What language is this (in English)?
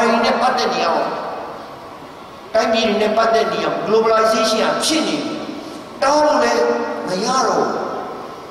Burmese